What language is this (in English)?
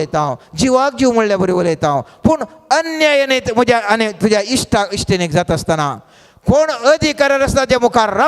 Konkani